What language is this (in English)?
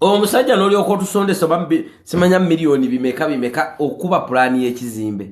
Ganda